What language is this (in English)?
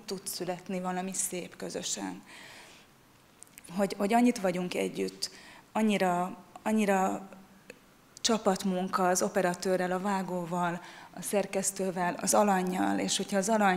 Hungarian